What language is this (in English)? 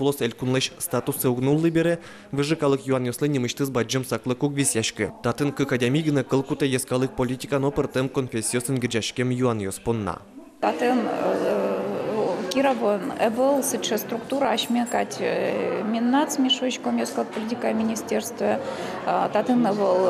Udmurt